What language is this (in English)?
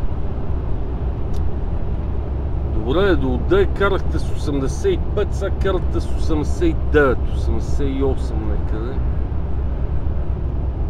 Bulgarian